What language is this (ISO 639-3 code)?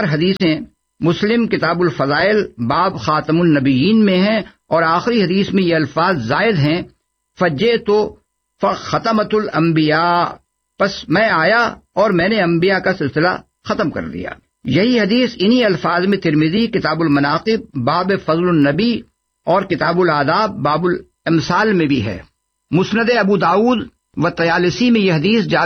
urd